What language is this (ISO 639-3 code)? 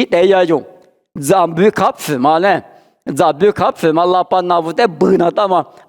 lis